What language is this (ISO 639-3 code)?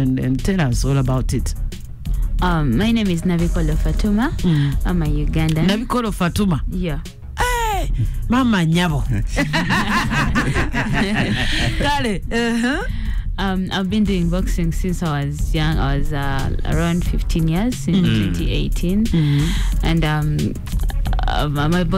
kin